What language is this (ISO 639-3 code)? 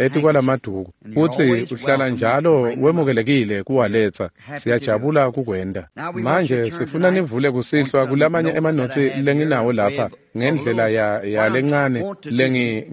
ssw